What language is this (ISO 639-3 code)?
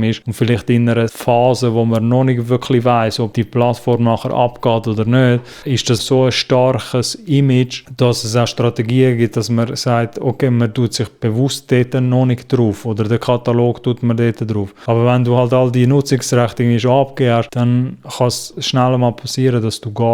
gsw